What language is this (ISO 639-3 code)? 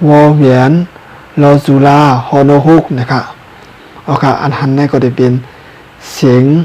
shn